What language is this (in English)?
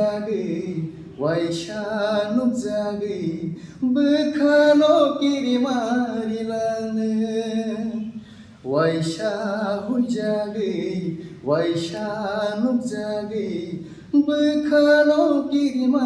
Kok Borok